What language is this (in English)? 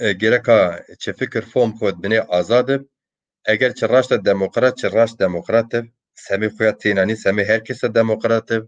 Zaza